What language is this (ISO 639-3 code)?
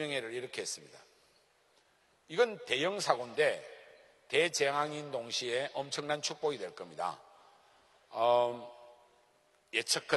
kor